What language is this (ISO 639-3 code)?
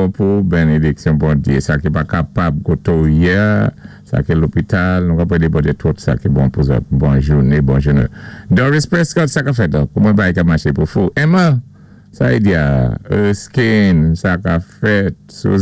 acf